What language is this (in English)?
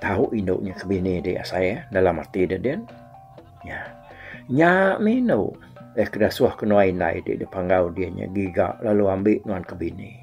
Iban